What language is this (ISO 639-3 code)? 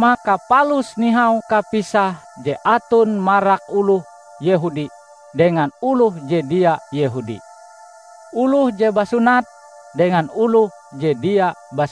nij